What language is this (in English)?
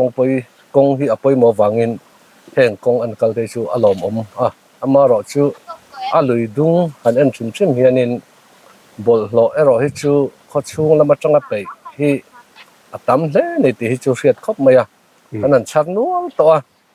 Mizo